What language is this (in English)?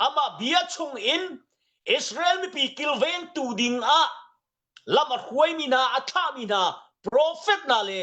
Hakha Chin